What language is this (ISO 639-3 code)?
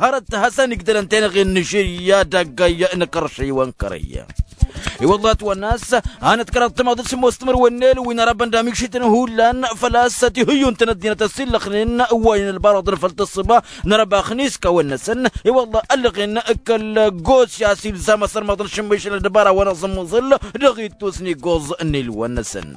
taq